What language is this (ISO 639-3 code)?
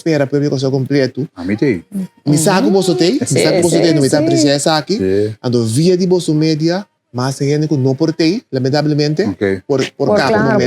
pap